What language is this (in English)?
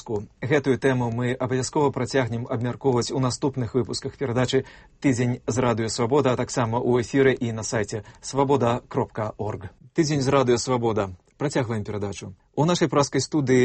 Belarusian